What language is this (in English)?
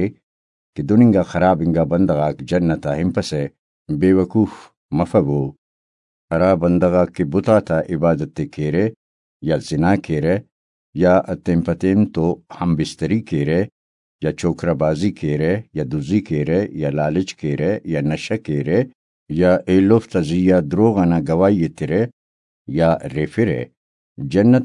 Brahui